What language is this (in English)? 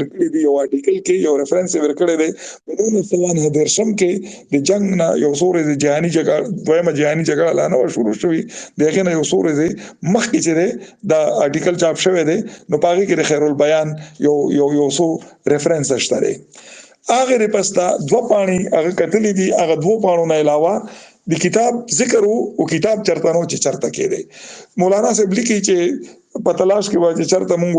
Pashto